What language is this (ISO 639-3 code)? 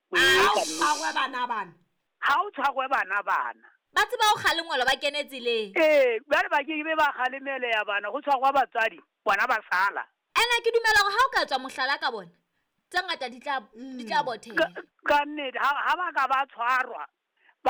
sot